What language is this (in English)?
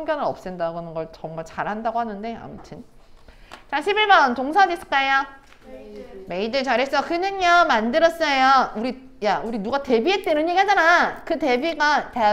Korean